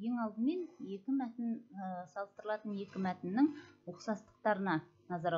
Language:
Kazakh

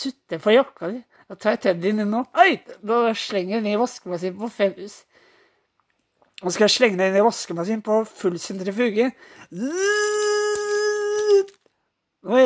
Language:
Norwegian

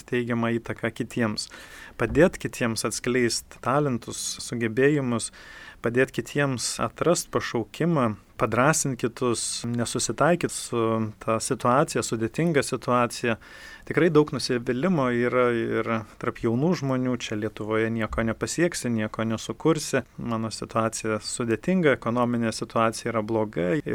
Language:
Lithuanian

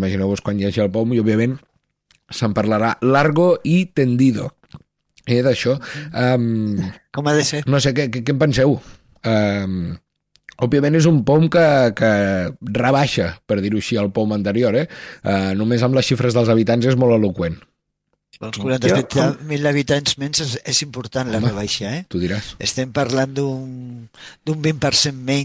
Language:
Catalan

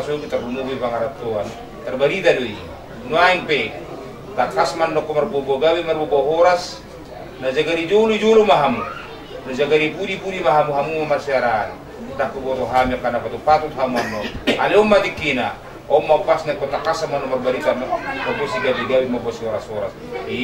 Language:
Batak Toba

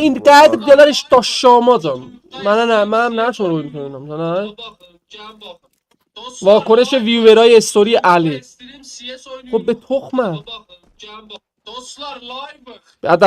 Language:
South Azerbaijani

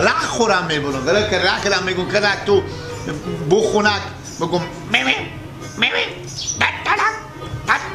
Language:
Persian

